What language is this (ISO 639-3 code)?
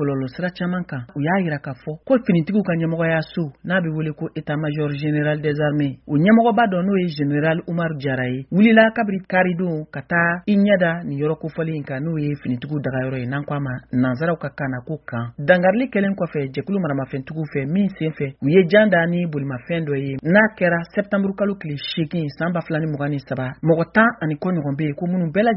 bam